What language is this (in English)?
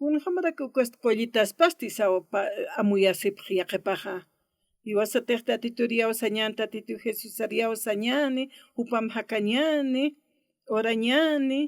Aymara